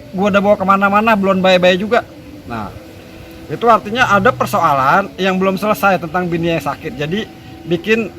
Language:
Betawi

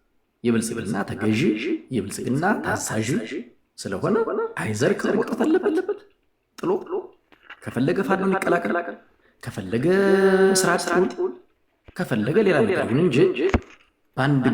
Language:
Amharic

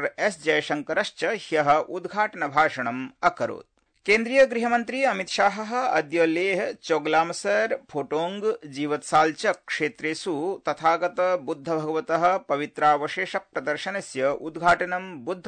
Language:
Sanskrit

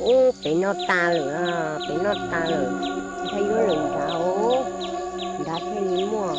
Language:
Hmong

